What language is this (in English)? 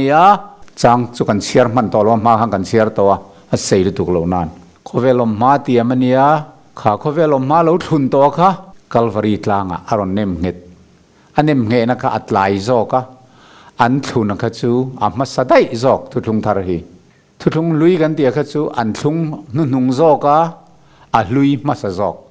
Mizo